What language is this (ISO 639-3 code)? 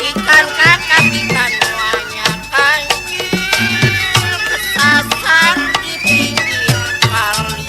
bew